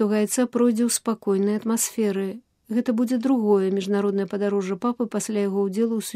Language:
Belarusian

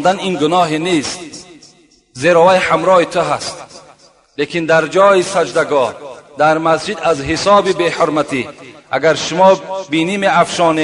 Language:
Tajik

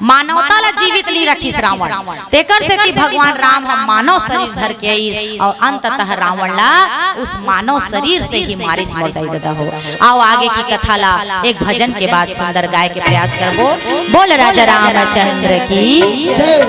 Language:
Chhattisgarhi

